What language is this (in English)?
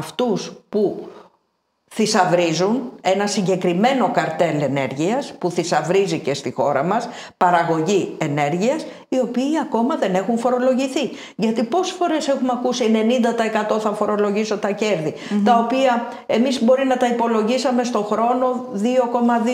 Greek